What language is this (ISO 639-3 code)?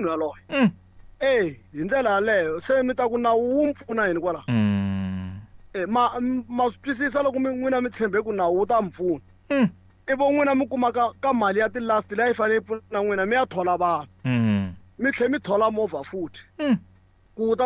tso